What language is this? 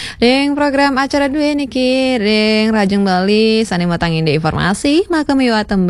Balinese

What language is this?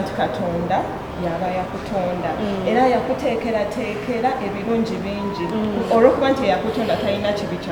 Ganda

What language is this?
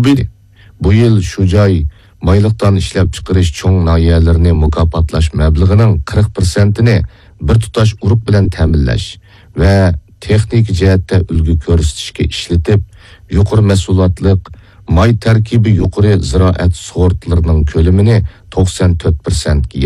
Uyghur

